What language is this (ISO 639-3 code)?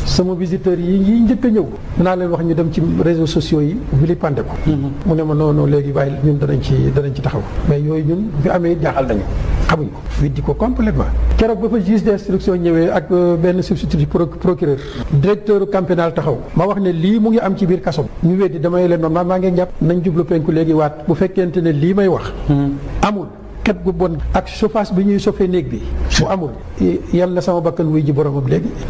wol